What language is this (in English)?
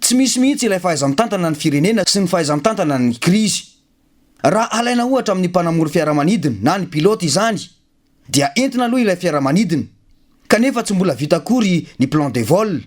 Malagasy